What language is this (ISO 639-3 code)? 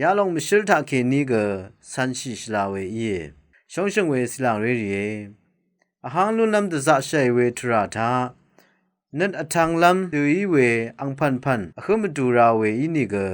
raw